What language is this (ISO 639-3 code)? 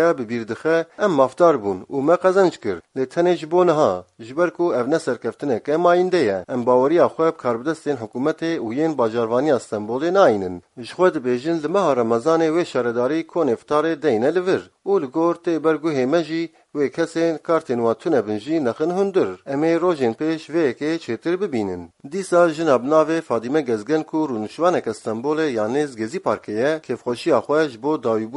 kur